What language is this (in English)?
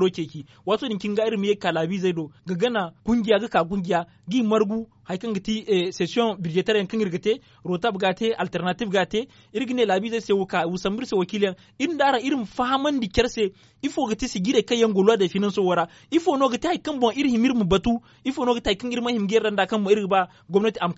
Zarma